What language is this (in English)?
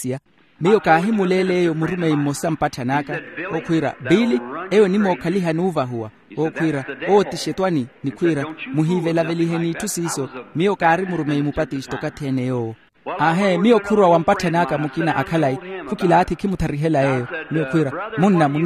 Makhuwa